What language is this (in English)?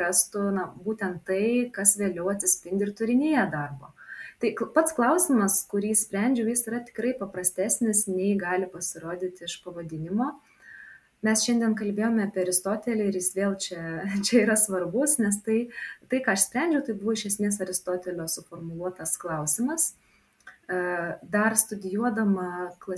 Lithuanian